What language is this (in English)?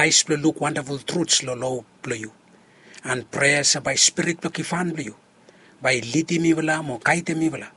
Bislama